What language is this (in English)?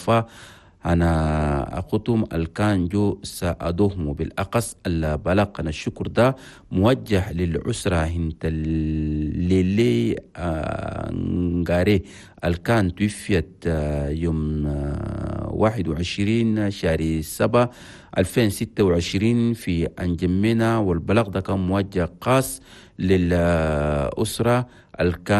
Chadian Arabic